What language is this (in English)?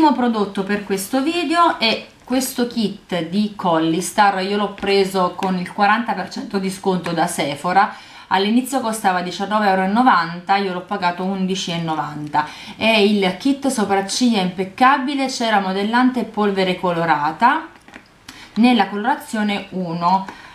Italian